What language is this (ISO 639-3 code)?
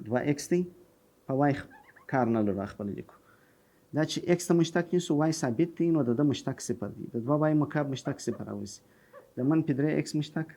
pus